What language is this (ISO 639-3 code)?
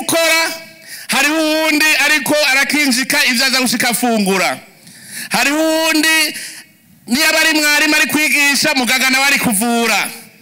run